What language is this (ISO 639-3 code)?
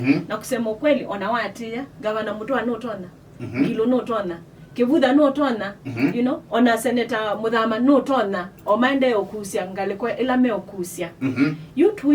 kam